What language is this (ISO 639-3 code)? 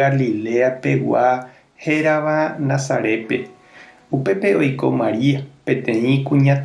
grn